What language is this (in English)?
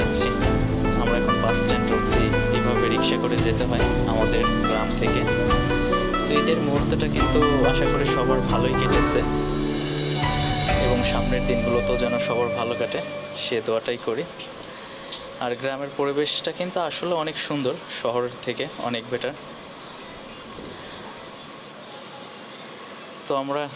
Bangla